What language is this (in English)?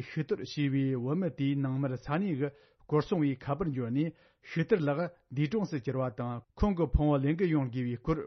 Tibetan